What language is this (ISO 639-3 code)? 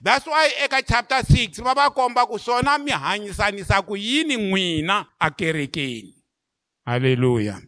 tso